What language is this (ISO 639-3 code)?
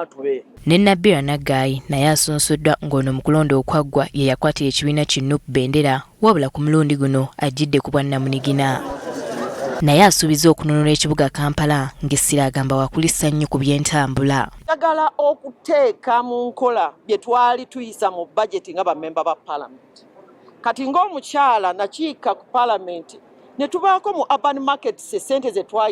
lug